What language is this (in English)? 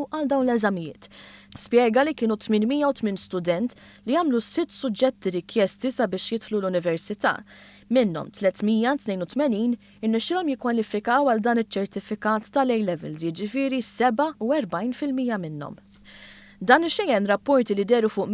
Maltese